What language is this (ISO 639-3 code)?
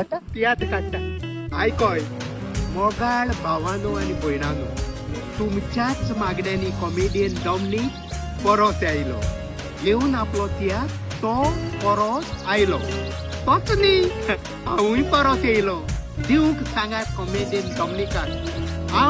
kok